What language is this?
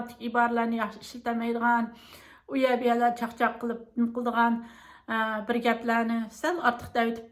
Uyghur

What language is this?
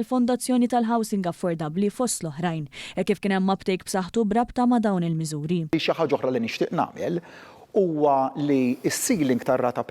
Maltese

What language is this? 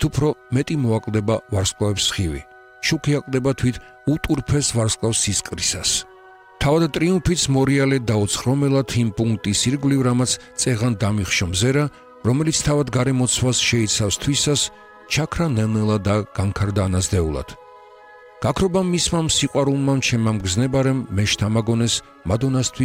Georgian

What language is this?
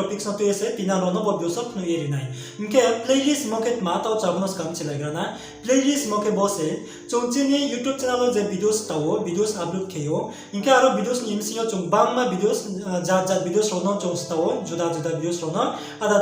Riang (India)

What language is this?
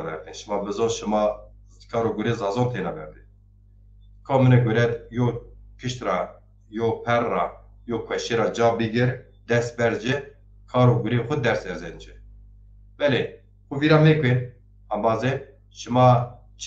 Zaza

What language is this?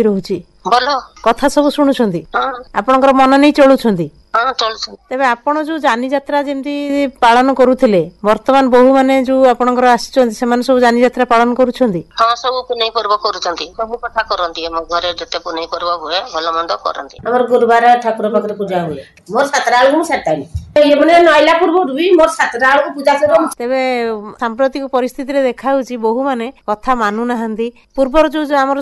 Odia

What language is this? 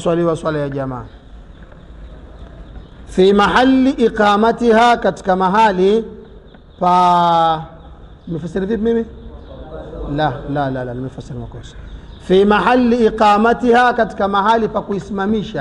Swahili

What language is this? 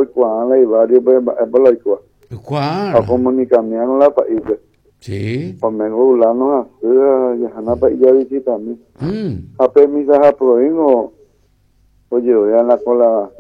Guarani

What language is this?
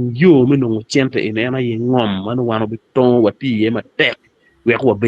Acoli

